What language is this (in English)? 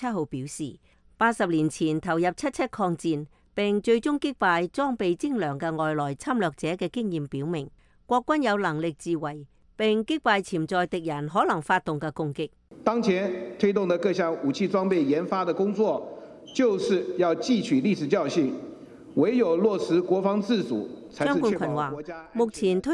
Cantonese